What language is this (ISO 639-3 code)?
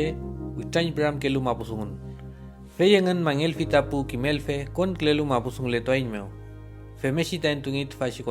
arn